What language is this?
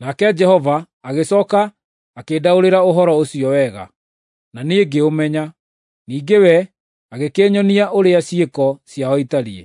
Kikuyu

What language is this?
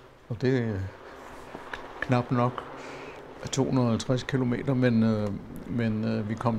Danish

